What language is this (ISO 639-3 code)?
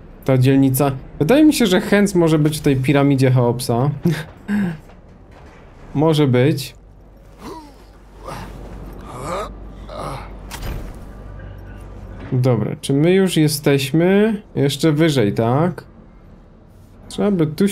pol